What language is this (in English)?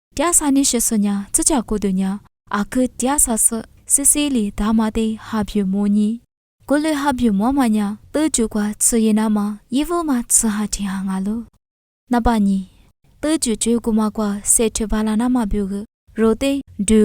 Lisu